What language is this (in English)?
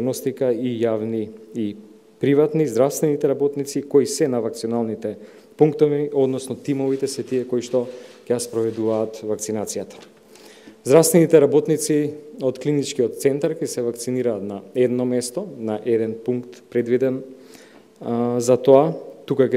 Macedonian